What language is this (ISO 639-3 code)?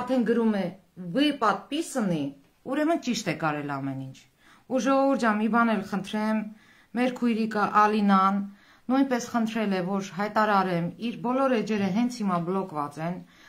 hye